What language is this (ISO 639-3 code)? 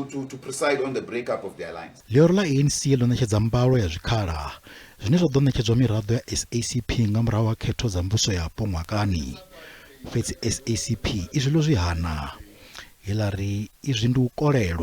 ven